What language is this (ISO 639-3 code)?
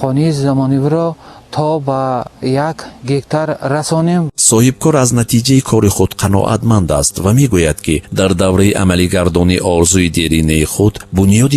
tgk